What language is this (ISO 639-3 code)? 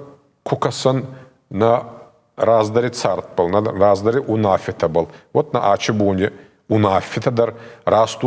oss